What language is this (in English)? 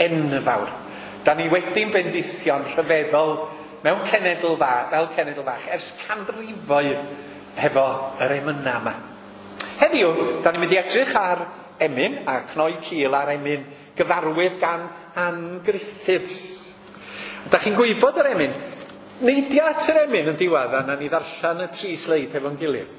Welsh